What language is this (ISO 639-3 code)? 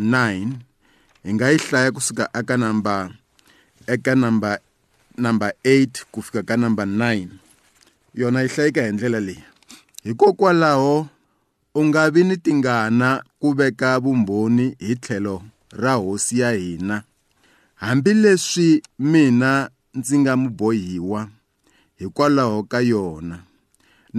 tso